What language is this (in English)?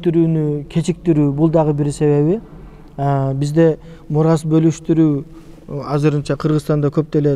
Kyrgyz